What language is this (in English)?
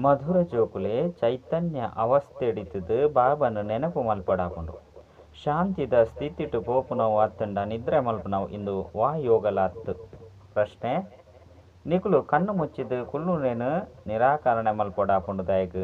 Tulu